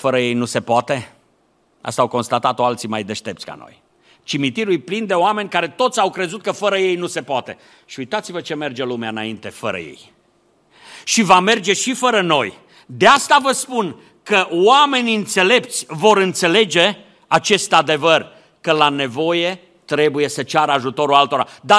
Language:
Romanian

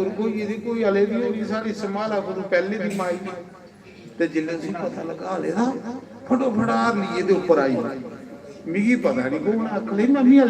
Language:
Dogri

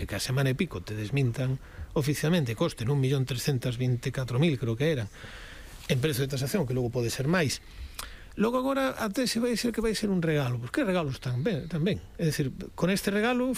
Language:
Galician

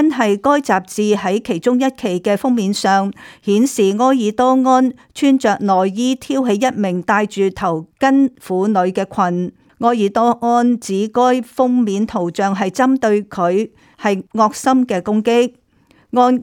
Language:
Cantonese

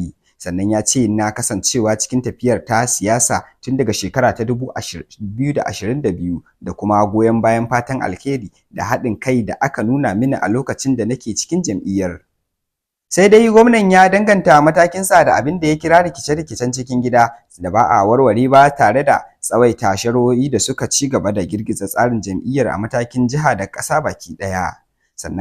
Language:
Hausa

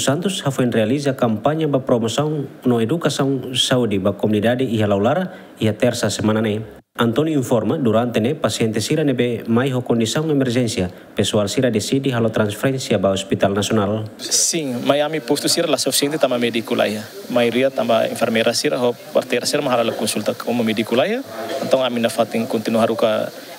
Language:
Tetum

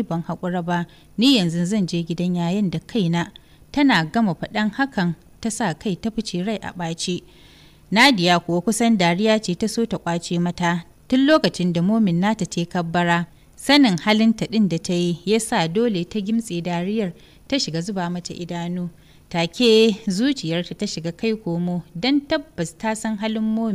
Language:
Hausa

